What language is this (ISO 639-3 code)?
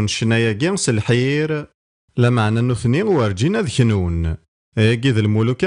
kab